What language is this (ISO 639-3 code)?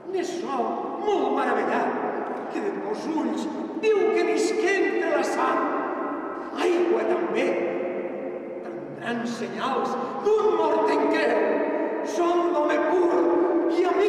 cat